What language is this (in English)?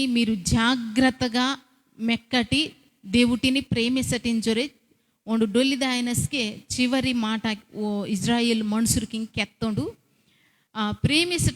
Koya